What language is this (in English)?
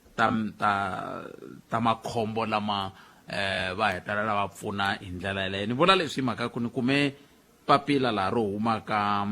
Tsonga